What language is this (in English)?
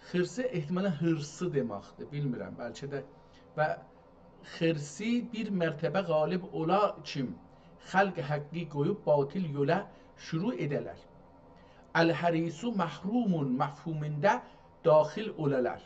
South Azerbaijani